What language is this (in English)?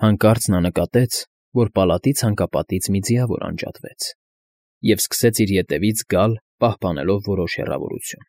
Armenian